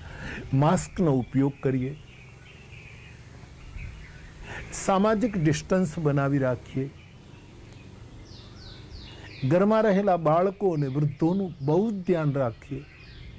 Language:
Gujarati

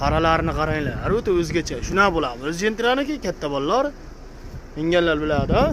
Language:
Uzbek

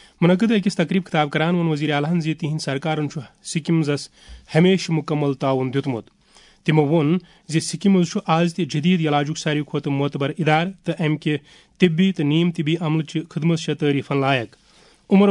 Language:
Kashmiri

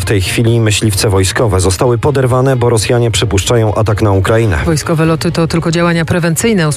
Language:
Polish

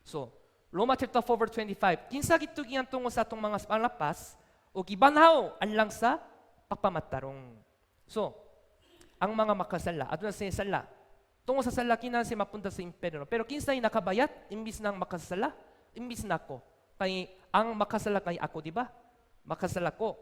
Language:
Cebuano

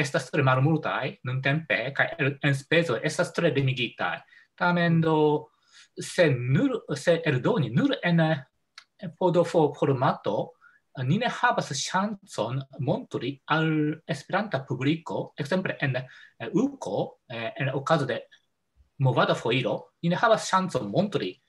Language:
Esperanto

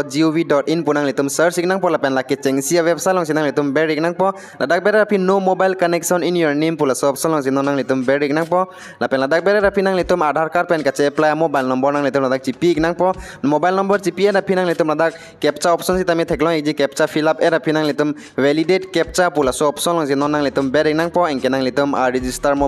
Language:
Karbi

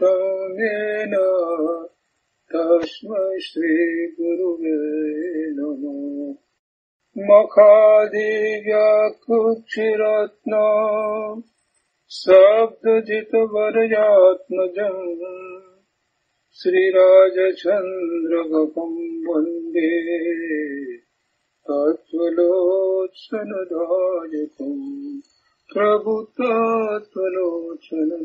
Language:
Gujarati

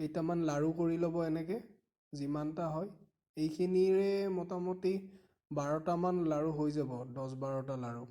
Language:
Assamese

